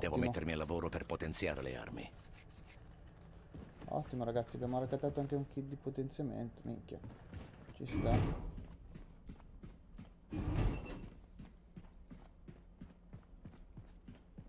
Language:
Italian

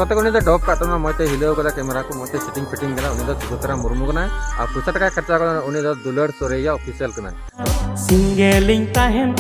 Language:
Santali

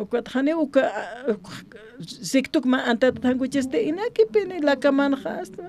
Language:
Aymara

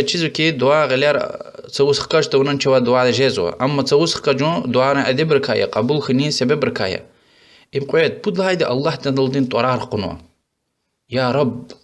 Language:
Lezghian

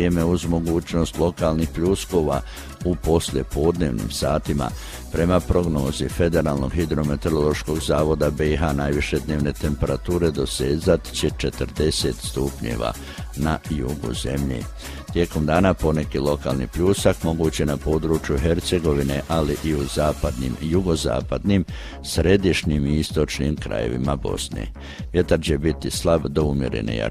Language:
Croatian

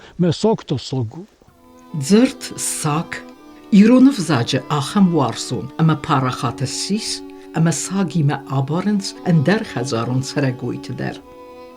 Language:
Ossetic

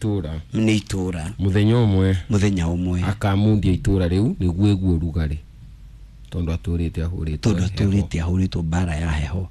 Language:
Kikuyu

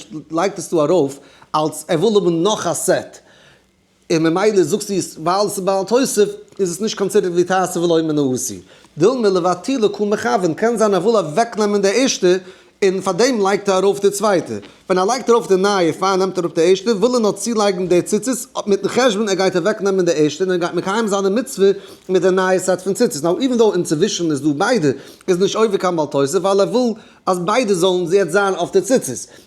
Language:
Yiddish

